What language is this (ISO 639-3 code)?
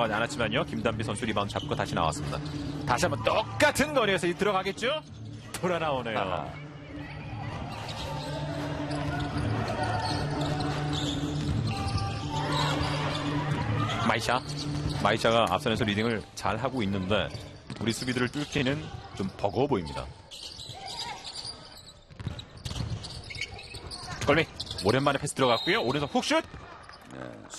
kor